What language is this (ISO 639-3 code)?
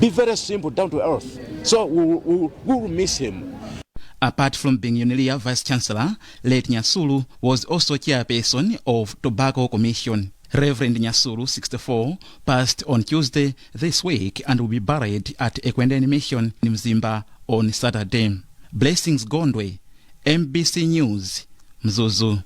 eng